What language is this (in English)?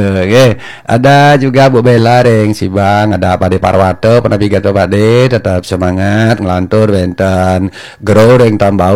Balinese